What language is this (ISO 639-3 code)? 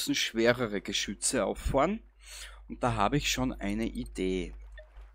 bar